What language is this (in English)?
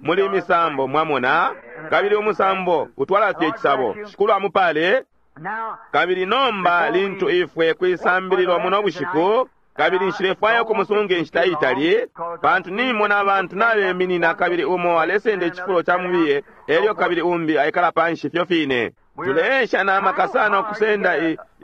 Bemba